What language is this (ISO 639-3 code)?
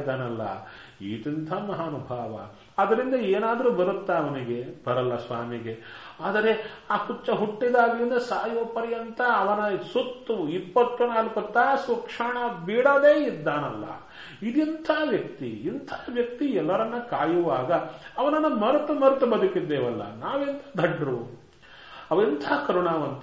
kan